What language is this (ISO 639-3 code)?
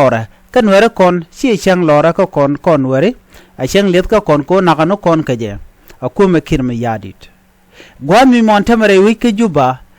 nus